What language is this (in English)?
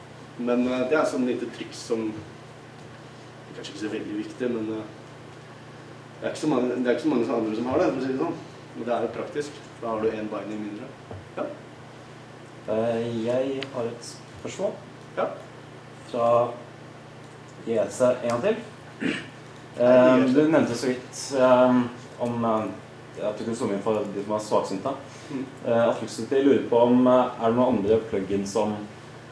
Norwegian